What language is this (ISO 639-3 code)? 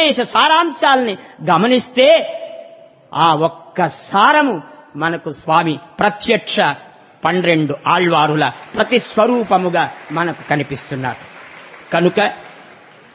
tel